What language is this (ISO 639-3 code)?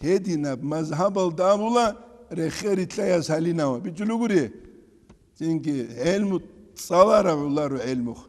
ava